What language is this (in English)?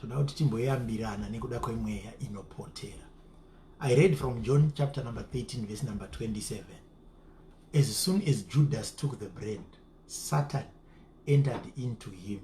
Shona